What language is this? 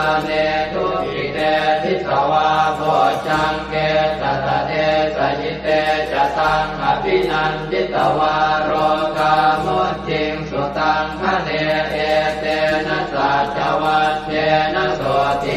Pali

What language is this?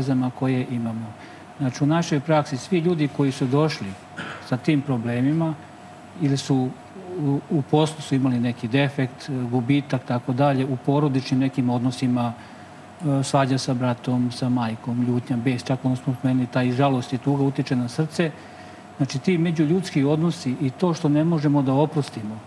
Serbian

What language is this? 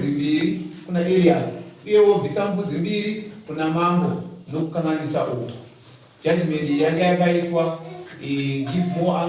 Shona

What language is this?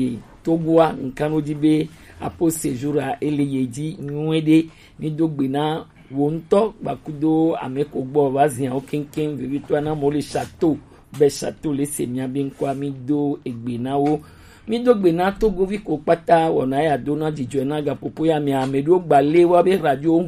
Gen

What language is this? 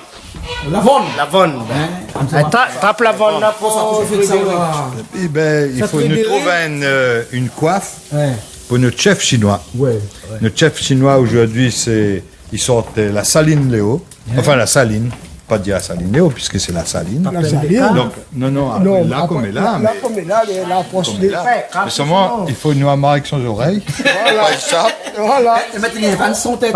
Réunion Creole French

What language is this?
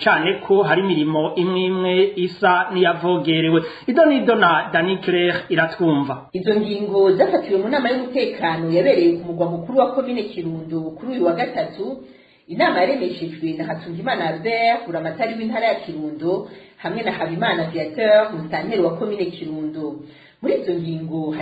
Rundi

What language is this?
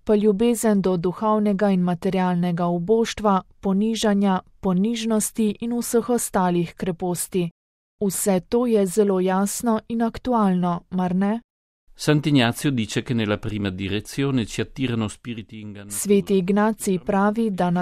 Slovenian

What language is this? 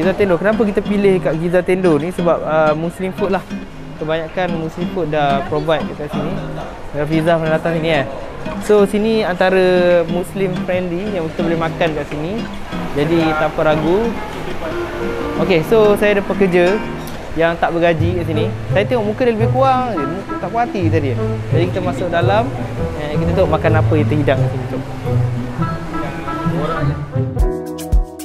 Malay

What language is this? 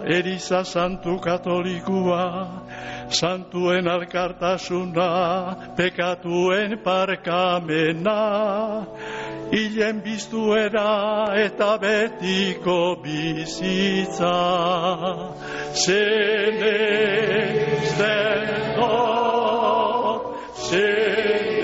Basque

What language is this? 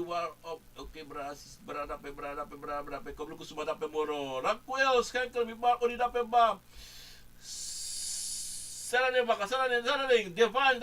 Sranan Tongo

